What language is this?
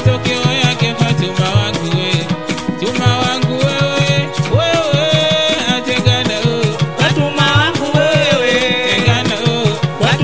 Swahili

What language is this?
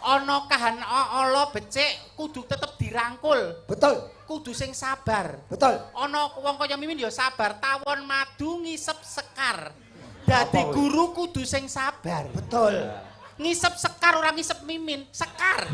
Javanese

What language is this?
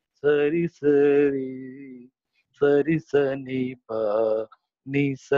Telugu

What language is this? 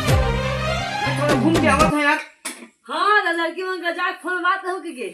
Chhattisgarhi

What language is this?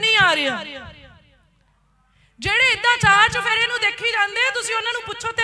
Punjabi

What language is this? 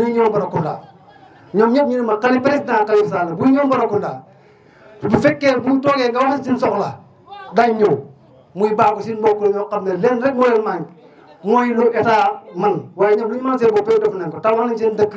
Wolof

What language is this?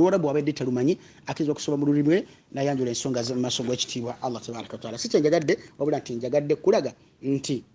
Ganda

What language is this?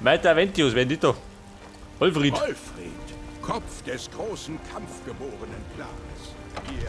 Bavarian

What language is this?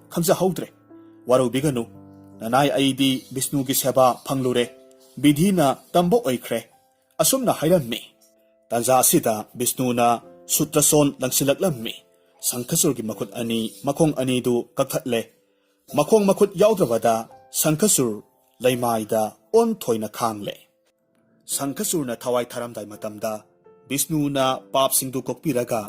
Manipuri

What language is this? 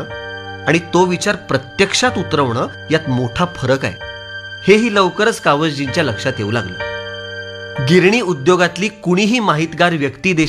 Marathi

